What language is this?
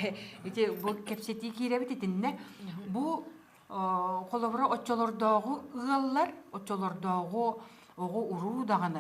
Yakut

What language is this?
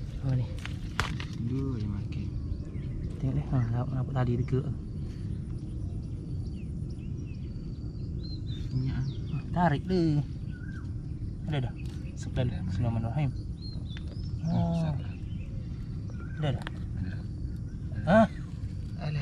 Malay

